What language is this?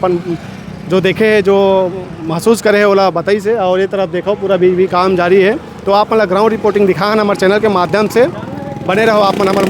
Chhattisgarhi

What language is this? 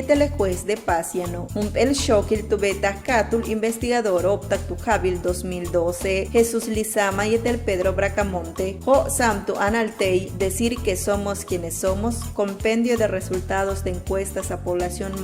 Yucateco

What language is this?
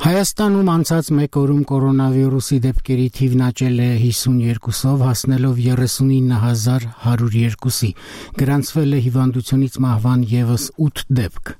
Armenian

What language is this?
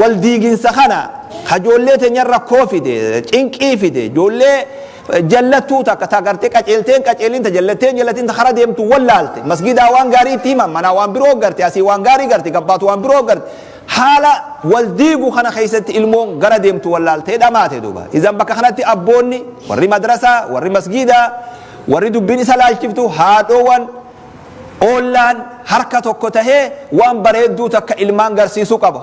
Oromo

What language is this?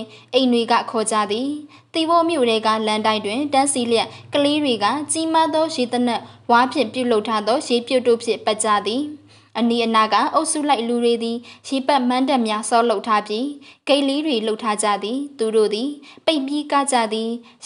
Burmese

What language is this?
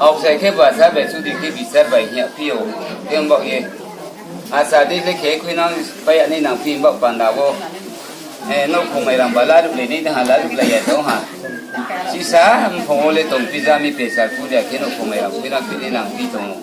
Riang (India)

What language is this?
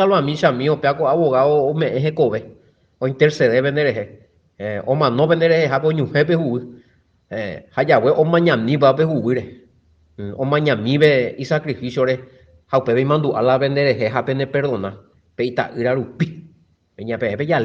Guarani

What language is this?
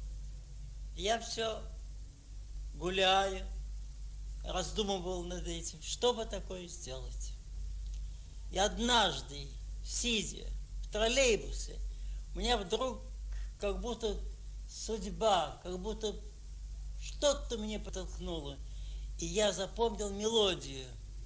Russian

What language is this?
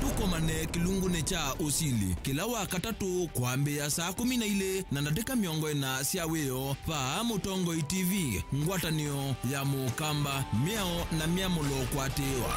Kamba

